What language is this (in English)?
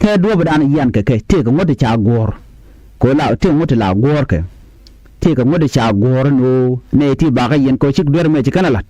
Nuer